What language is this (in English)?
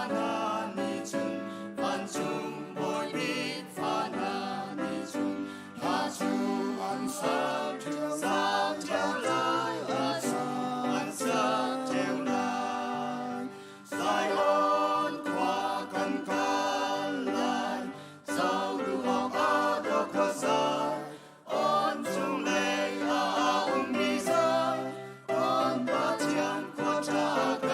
Hakha Chin